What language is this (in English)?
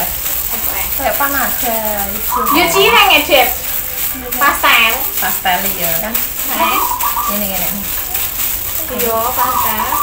Indonesian